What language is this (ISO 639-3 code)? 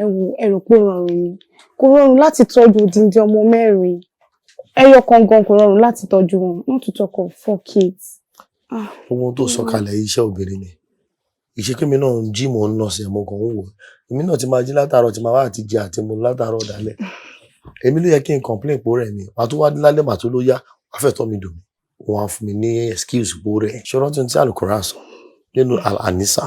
yor